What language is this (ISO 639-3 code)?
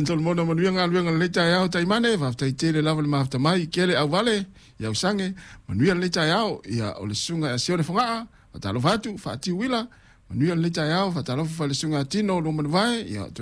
smo